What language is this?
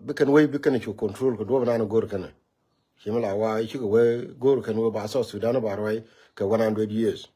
Nuer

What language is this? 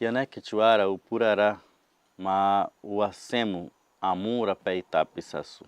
Nheengatu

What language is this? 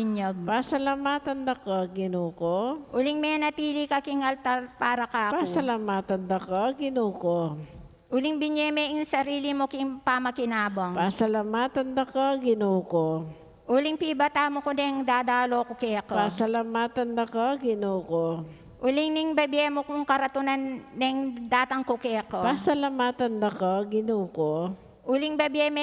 Pampanga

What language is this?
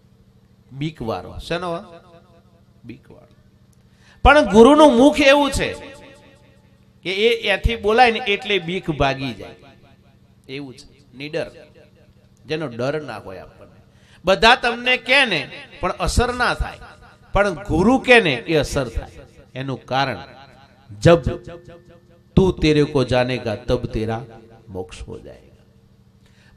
Gujarati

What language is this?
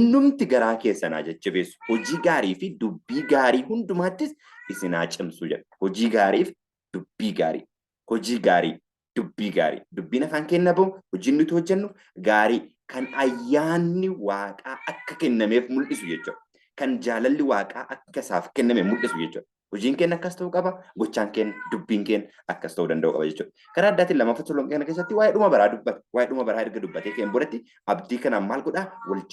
Oromo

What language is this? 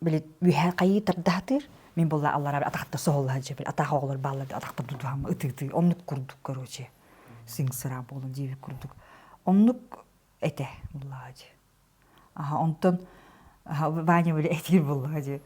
Yakut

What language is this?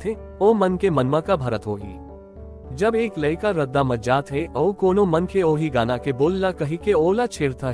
Chhattisgarhi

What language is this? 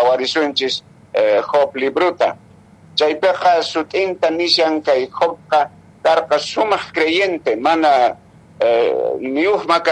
Quechua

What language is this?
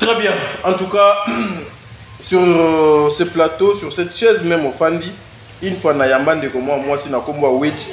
Lingala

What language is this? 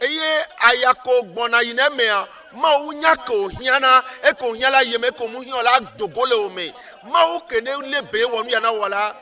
Ewe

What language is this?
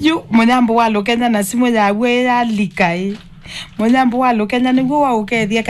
Kamba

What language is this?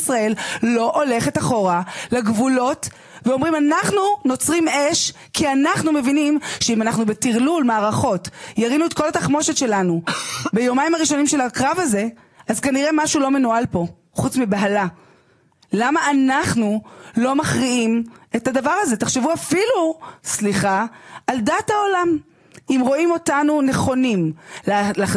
Hebrew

